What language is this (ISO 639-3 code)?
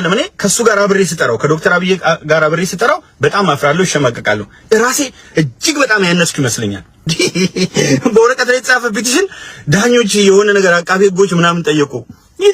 amh